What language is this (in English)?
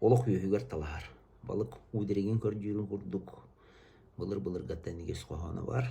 Yakut